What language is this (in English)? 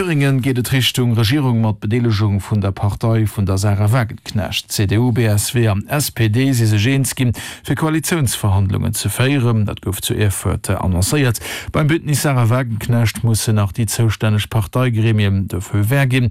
Luxembourgish